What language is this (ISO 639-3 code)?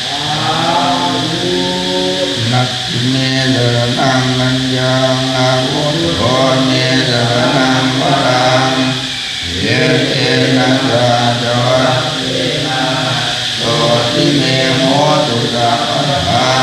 pli